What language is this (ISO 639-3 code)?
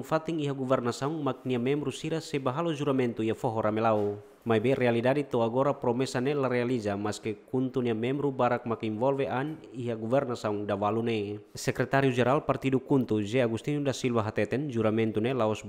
tet